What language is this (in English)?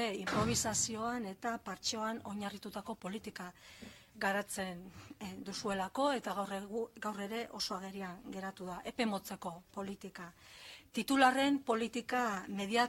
Basque